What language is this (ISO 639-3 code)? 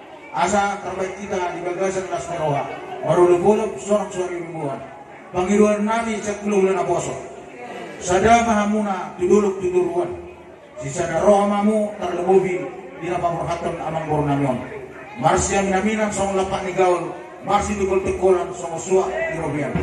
bbc